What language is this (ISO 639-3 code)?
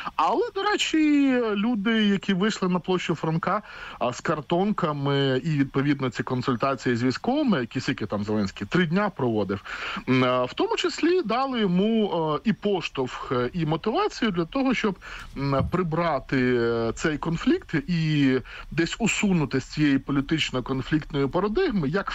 ukr